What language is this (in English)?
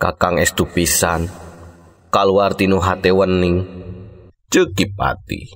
Sundanese